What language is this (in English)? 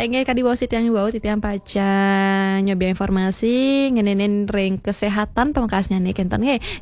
Balinese